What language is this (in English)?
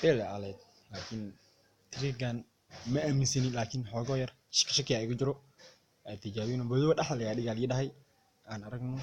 Somali